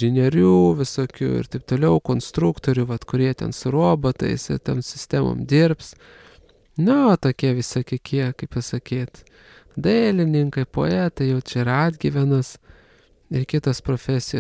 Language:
Lithuanian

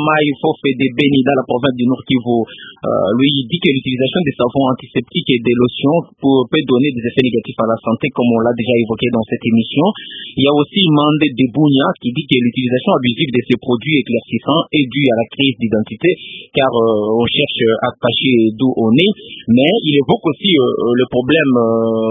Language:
French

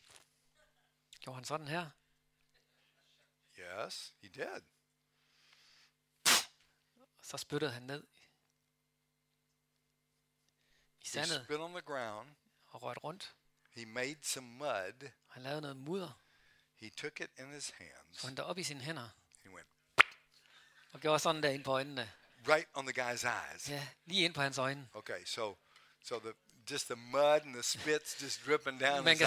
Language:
Danish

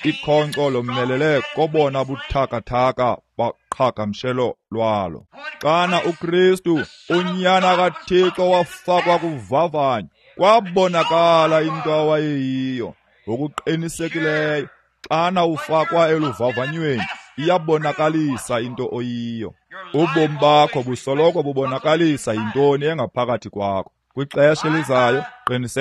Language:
Xhosa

